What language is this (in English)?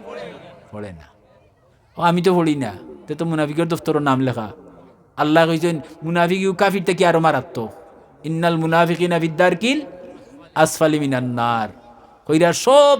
Sylheti